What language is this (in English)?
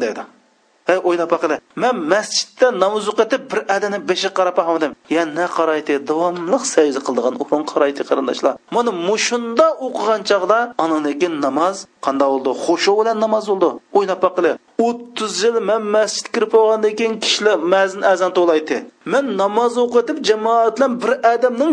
Uyghur